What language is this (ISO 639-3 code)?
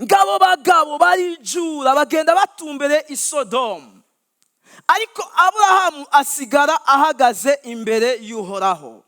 run